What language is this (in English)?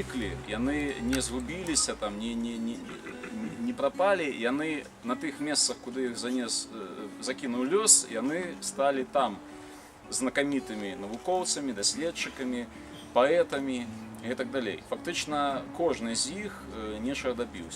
Belarusian